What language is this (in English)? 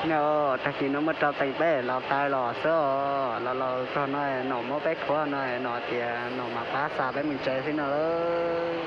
Hmong